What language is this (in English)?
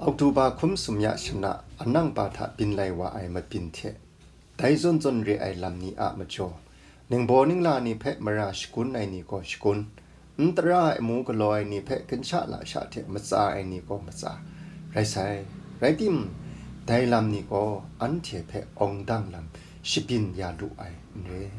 Kachin